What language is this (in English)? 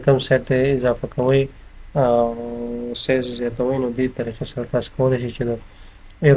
Pashto